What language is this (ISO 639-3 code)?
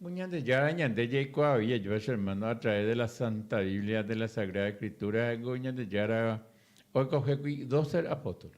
grn